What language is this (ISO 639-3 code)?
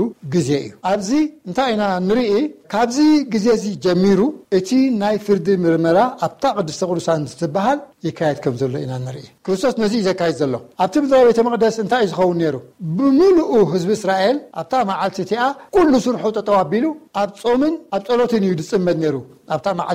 tir